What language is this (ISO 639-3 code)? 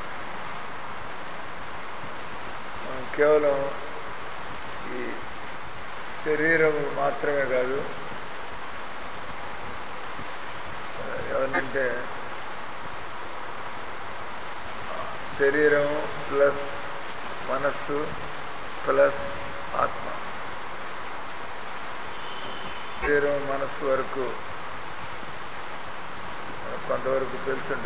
tel